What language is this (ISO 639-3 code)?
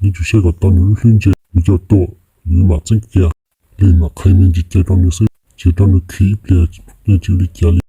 hmn